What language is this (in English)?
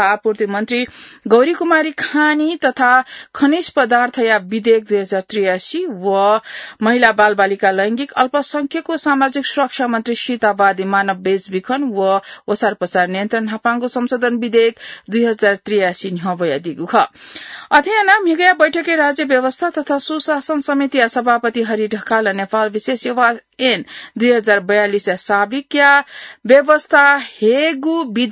Newari